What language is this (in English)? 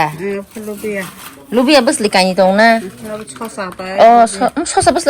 Kok Borok